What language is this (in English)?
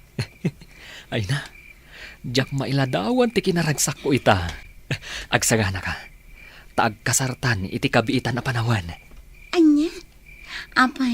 Iloko